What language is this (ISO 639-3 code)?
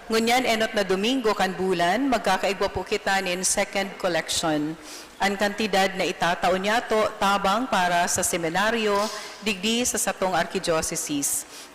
bik